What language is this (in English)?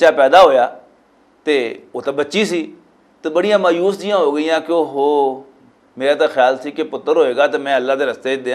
Western Panjabi